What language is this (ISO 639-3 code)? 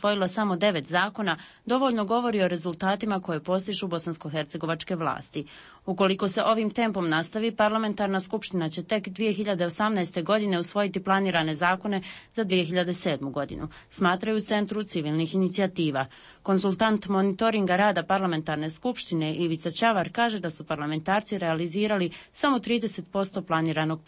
bos